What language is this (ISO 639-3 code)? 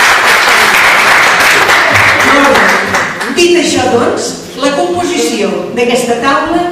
cat